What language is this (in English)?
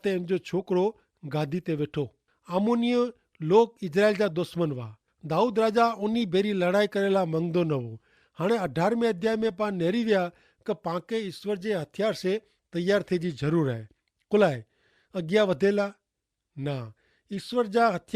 Kachhi